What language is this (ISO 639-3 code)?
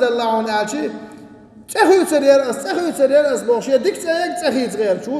che